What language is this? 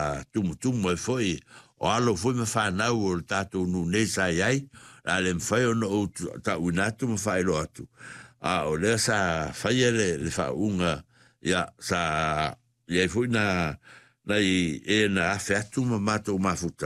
Samoan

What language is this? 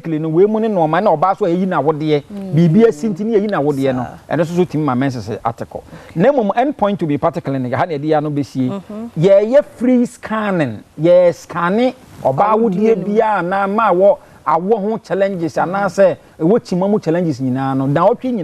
Akan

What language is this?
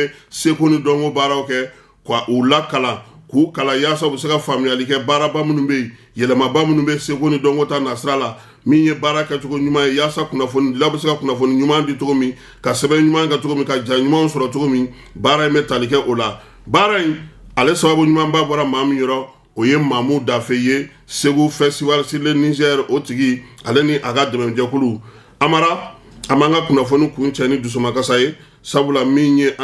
Bambara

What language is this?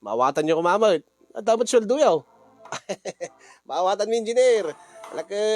Iloko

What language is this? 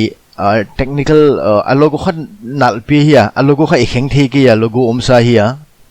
Paite Chin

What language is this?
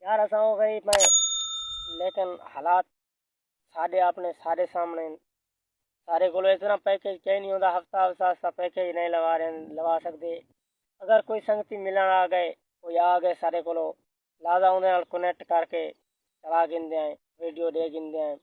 Saraiki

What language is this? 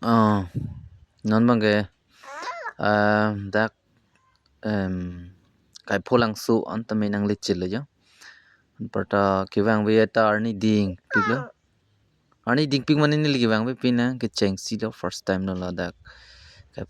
Karbi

